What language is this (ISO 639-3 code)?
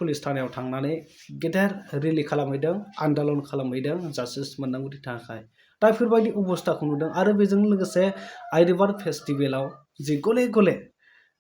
brx